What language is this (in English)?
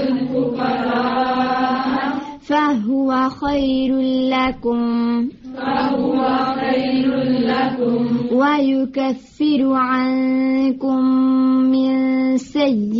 Urdu